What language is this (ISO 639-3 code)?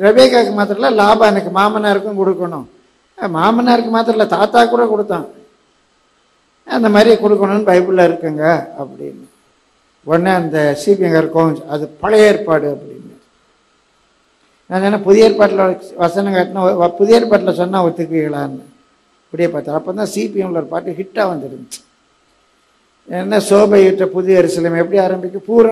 tam